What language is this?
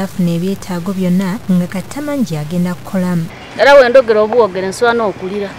Ganda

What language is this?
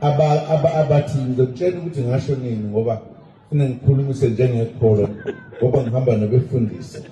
Zulu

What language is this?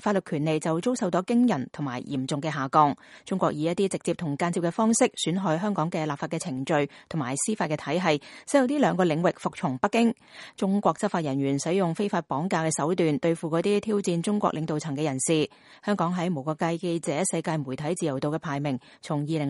Cantonese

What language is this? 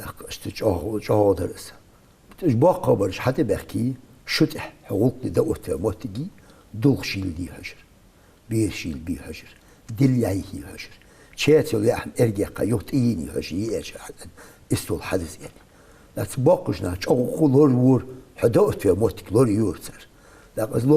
Ingush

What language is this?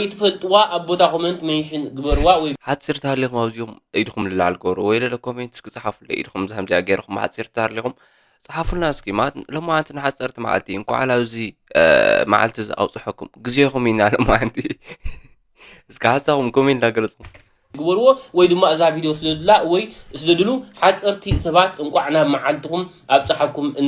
Tigrinya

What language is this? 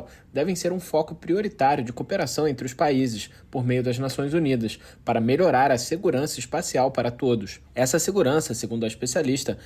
Portuguese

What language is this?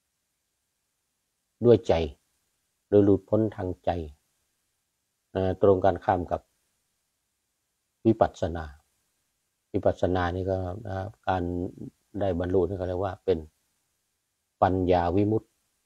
Thai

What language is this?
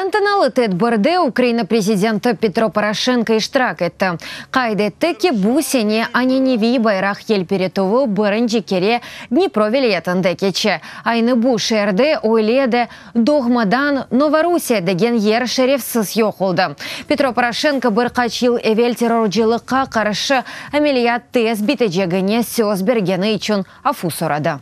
Crimean Tatar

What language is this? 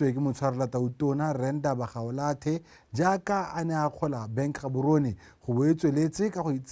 Tswana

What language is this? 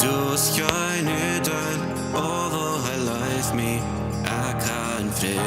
Plautdietsch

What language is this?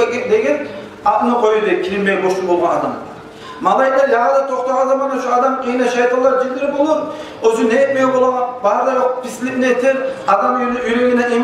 Kumyk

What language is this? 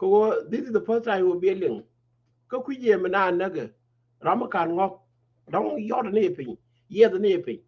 Nuer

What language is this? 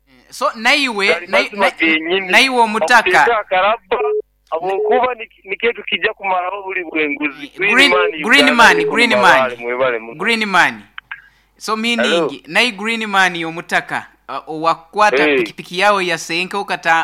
Nyoro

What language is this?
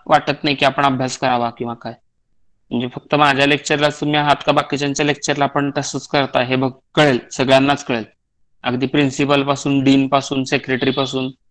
Marathi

